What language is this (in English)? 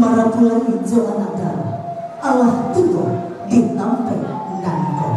Minangkabau